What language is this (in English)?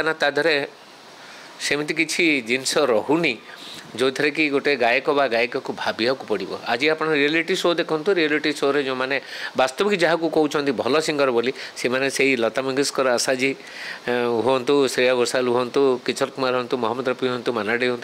Odia